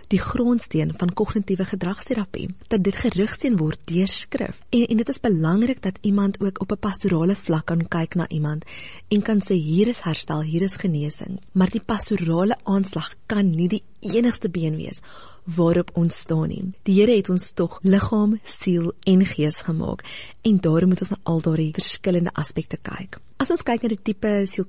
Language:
Afrikaans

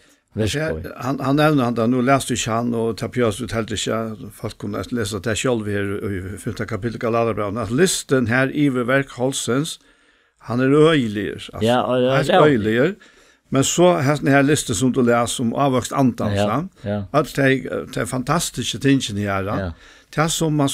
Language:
Faroese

